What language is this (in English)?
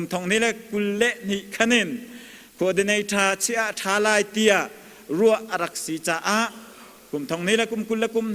Hakha Chin